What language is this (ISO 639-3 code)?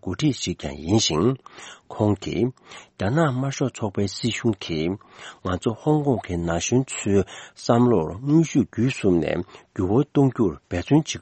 bod